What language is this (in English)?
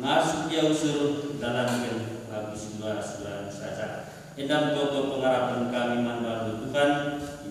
Batak Karo